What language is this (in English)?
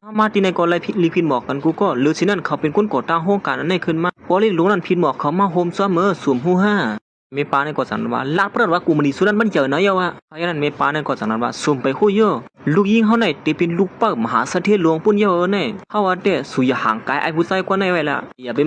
Shan